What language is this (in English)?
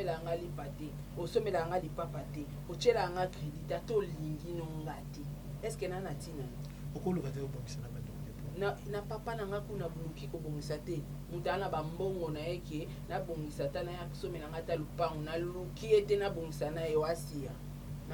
Lingala